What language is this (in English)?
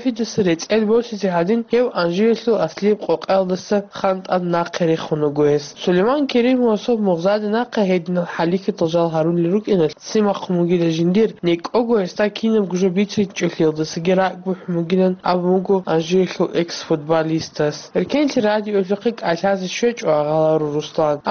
Avaric